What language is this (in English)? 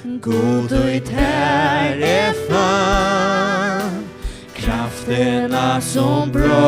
Faroese